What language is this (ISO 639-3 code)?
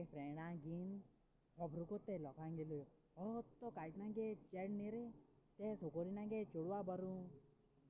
kok